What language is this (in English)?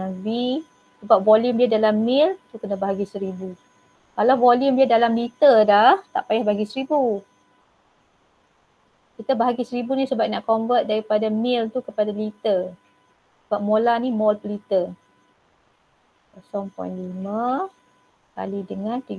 Malay